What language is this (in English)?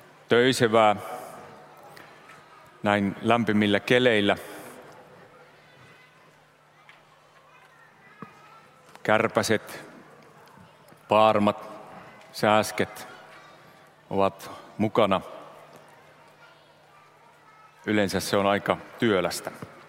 Finnish